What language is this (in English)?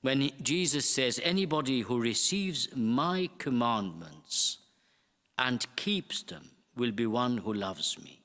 English